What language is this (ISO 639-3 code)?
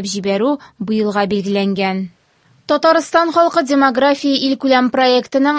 tat